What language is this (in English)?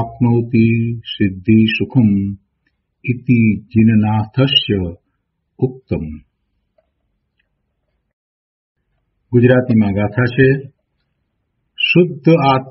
Gujarati